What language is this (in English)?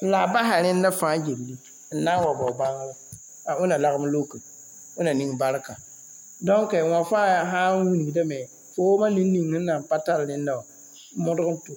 Mossi